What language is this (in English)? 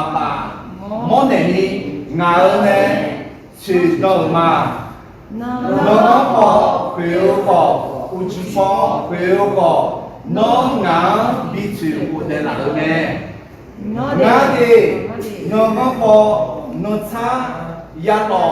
Akha